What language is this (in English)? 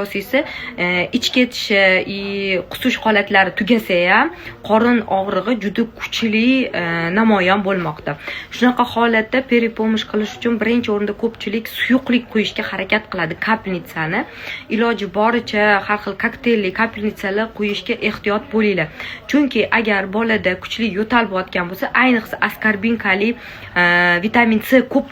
Uzbek